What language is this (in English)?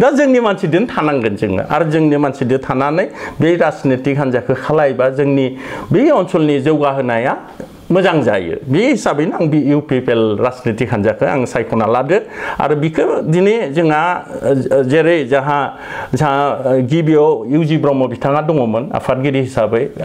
Bodo